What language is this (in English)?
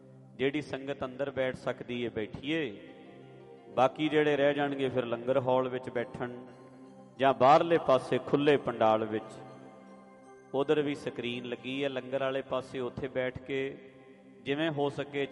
Punjabi